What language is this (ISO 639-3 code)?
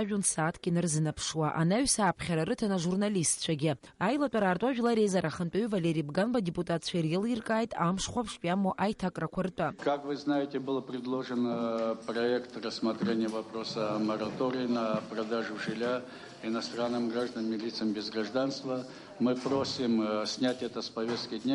abk